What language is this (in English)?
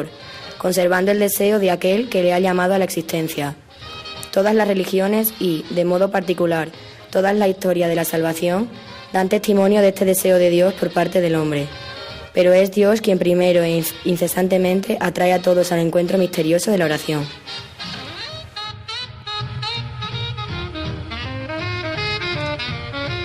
Spanish